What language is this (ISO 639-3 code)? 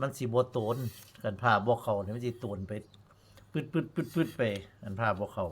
tts